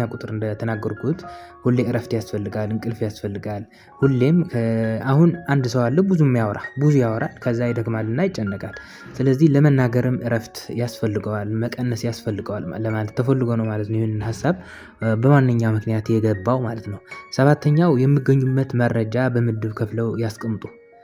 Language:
Amharic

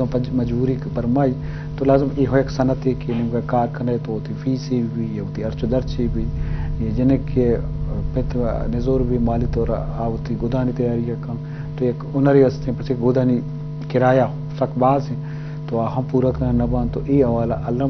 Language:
Eastern Balochi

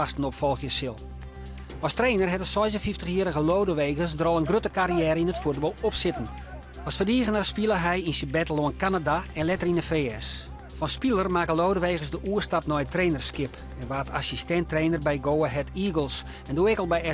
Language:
Western Frisian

